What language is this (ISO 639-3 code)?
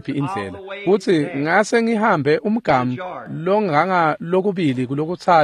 ssw